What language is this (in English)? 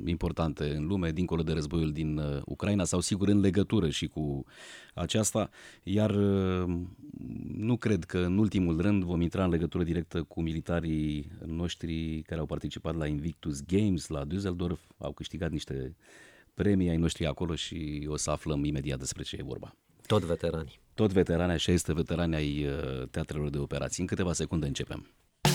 Romanian